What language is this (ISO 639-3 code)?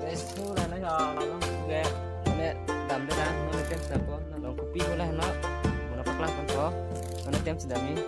mjw